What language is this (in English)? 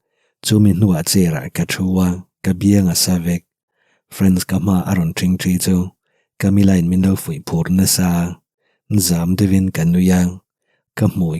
Mizo